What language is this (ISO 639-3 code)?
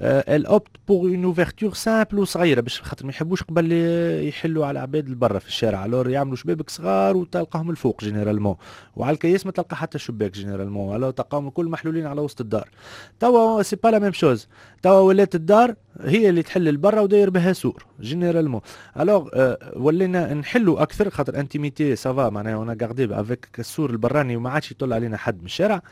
aeb